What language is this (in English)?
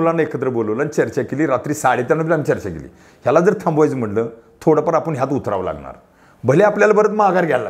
Marathi